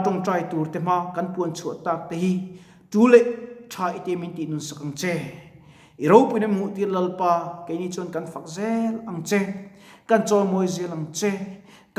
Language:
Mizo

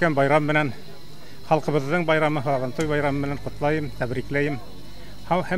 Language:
Bashkir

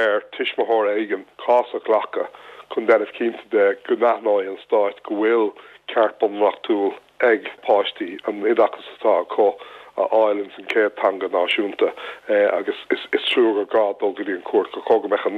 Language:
Irish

